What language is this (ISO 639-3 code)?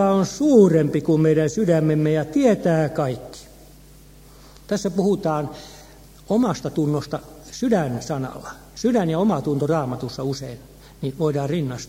fin